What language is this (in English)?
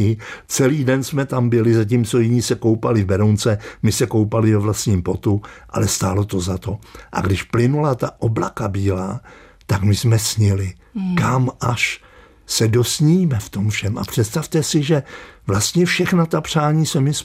Czech